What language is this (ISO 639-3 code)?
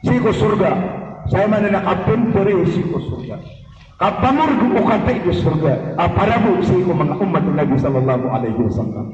mrw